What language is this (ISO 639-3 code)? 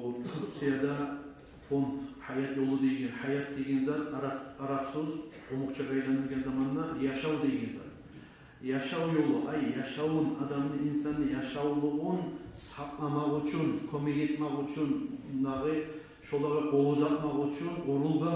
kum